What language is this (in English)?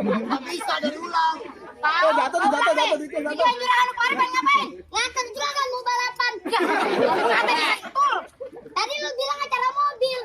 Betawi